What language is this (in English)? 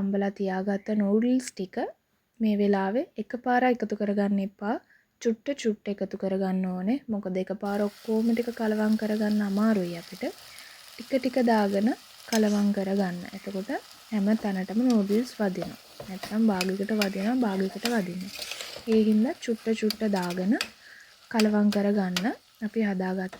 Sinhala